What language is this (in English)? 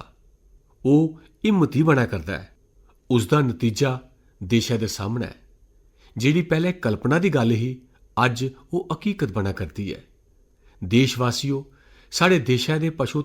Dogri